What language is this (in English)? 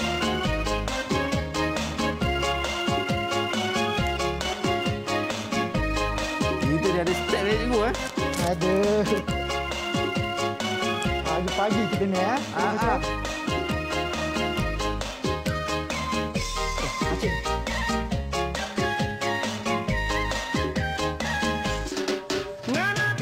Malay